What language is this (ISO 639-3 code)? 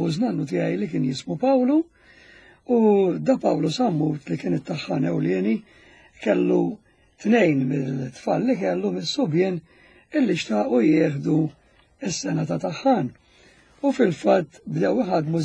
mlt